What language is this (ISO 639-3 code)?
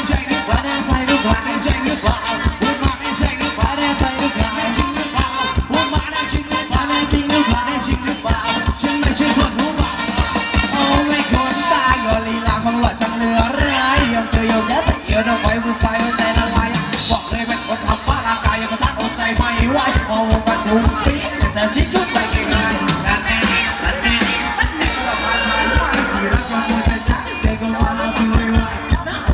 tha